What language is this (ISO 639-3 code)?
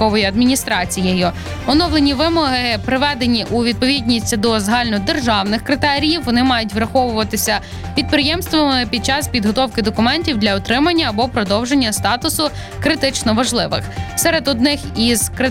ukr